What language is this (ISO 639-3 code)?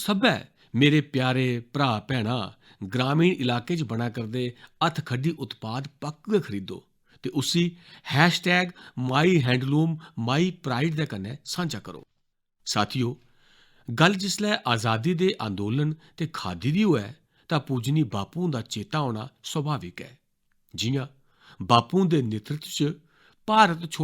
doi